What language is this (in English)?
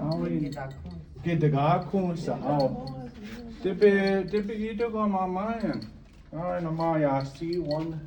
Chippewa